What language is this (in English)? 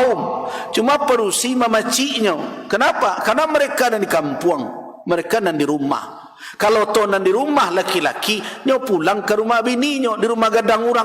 Minangkabau